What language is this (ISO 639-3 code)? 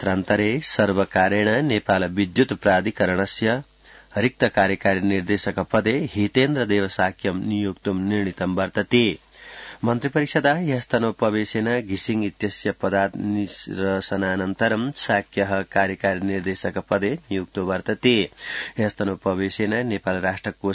san